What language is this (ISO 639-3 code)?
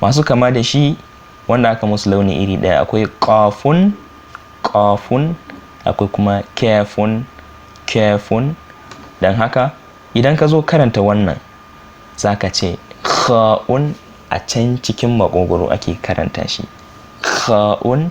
hau